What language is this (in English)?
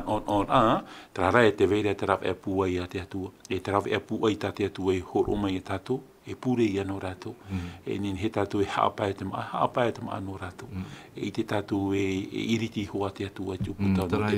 Tahitian